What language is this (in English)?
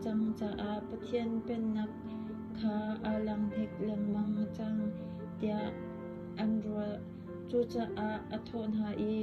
Hakha Chin